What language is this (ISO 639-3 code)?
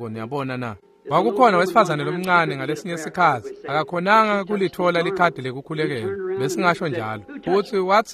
ssw